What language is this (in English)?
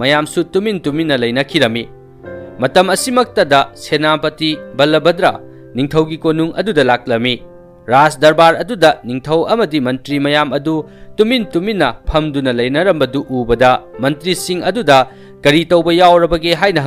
Manipuri